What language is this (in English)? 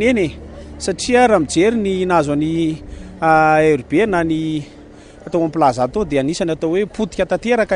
Malagasy